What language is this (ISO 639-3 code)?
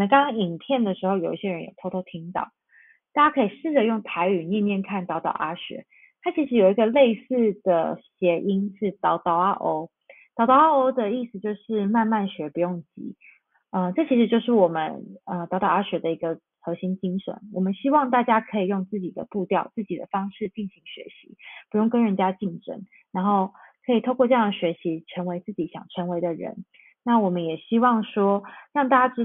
zho